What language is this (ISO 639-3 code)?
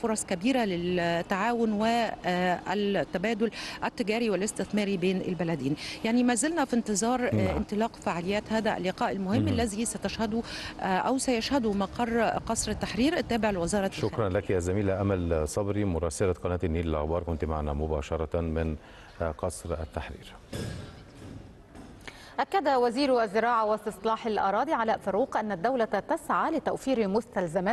ara